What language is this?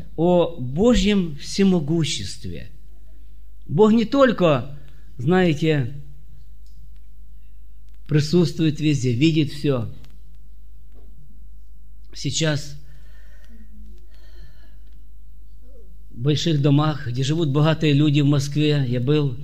Russian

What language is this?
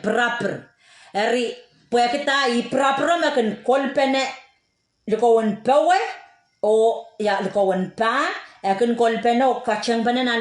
Pohnpeian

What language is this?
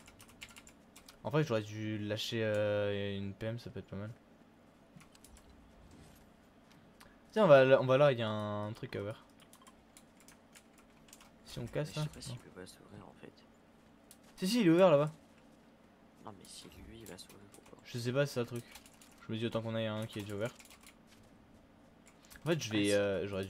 French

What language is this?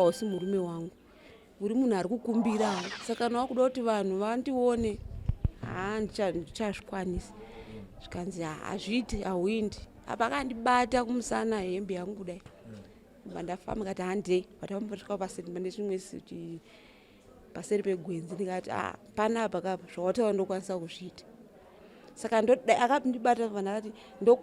Shona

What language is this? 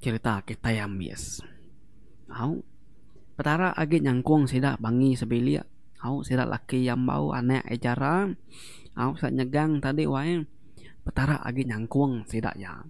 Iban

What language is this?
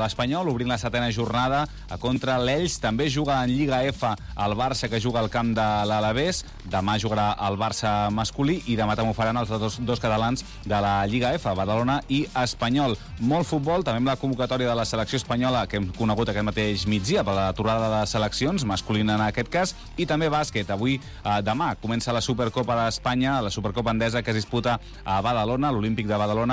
Catalan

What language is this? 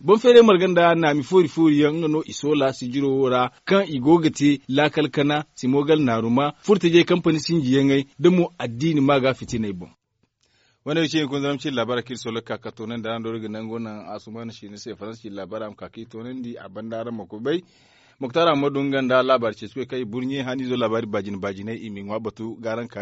Zarma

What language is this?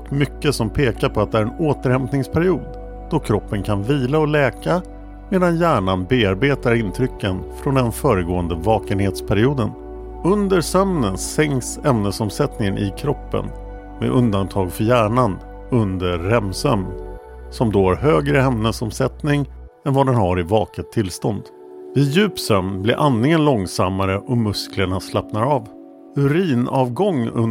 Swedish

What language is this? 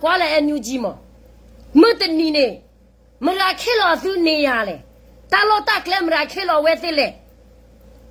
S'gaw Karen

